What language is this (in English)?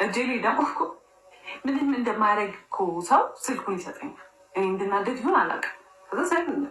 Amharic